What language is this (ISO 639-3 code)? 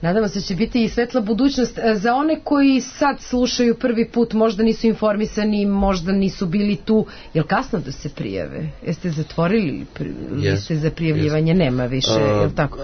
srp